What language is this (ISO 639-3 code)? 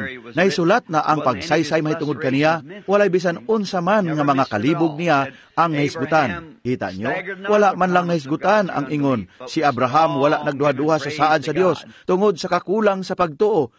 ceb